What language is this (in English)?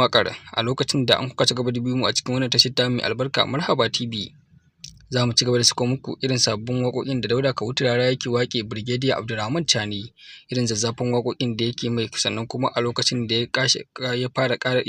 Hausa